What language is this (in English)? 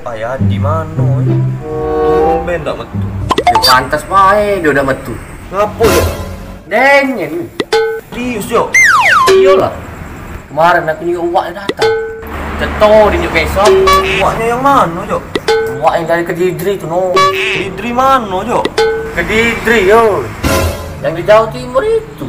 Musi